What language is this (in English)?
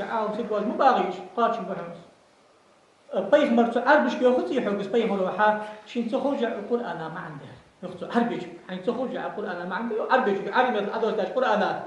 Ingush